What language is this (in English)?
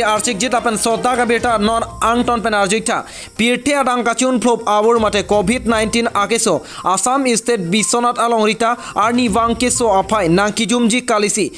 Karbi